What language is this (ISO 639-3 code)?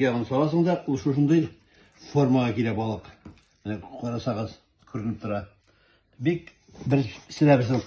tat